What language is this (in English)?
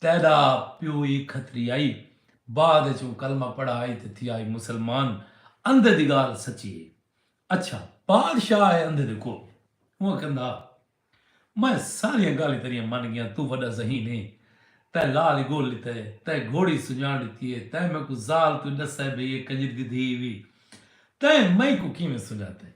Saraiki